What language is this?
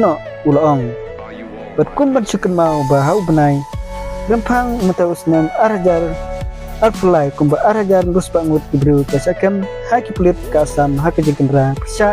Khasi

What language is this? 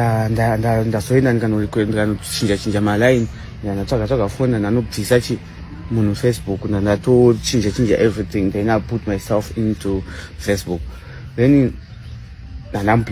Shona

